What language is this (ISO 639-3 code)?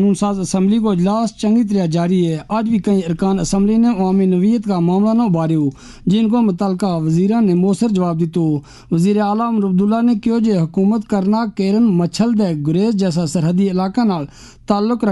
gju